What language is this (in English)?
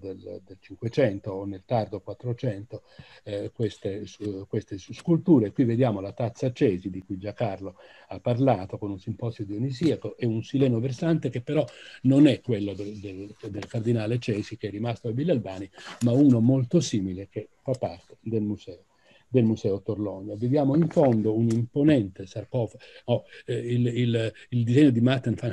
Italian